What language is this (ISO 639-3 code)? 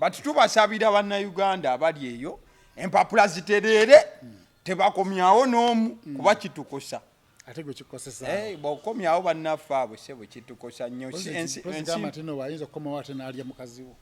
lug